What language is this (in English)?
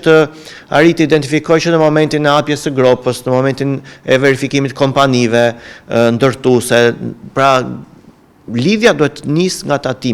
Albanian